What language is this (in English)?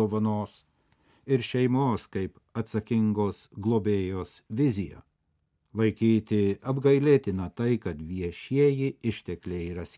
Lithuanian